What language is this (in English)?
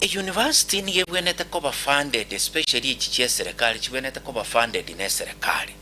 Gusii